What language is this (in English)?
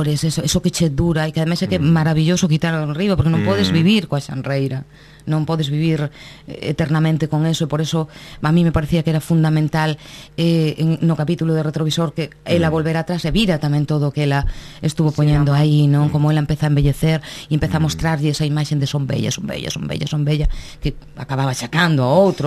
Galician